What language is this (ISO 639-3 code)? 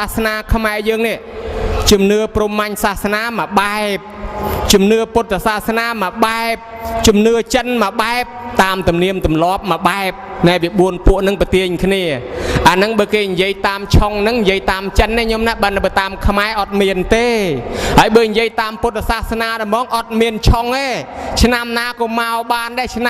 khm